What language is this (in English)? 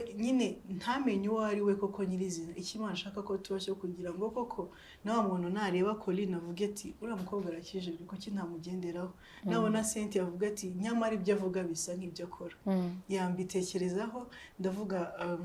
Kinyarwanda